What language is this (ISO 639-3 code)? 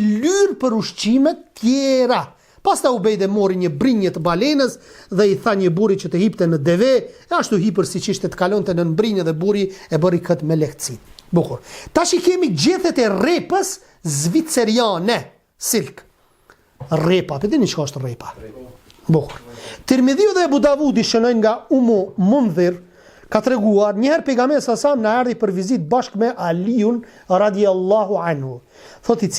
sqi